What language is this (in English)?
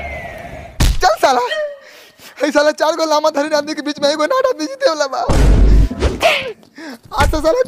Bhojpuri